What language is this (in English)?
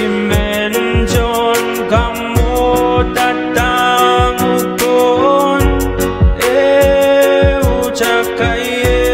Pohnpeian